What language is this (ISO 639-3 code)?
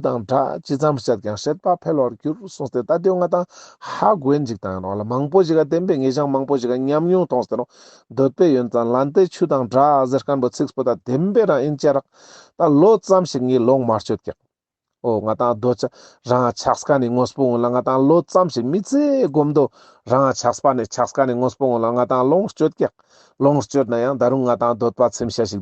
lbj